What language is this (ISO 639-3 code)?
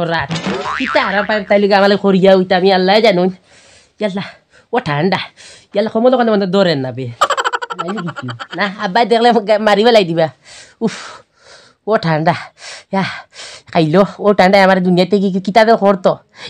syl